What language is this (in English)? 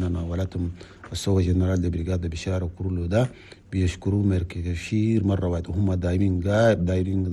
Chadian Arabic